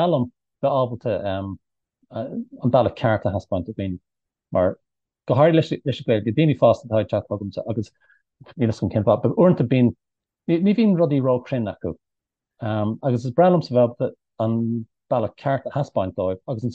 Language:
Irish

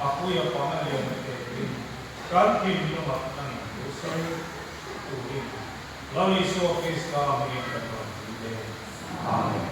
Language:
Mizo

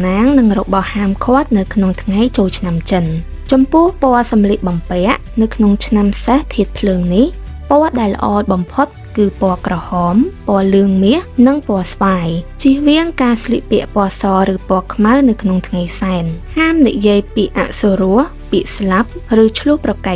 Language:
Khmer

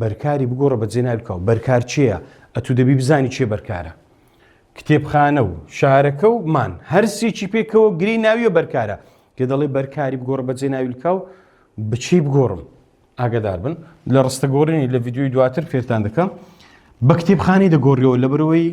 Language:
Central Kurdish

